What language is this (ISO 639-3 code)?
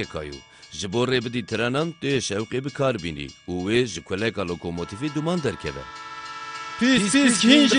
kur